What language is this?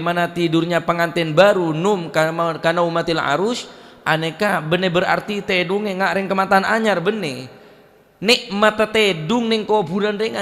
Madurese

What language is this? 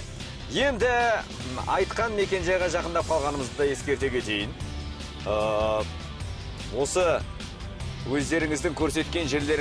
Kara-Kalpak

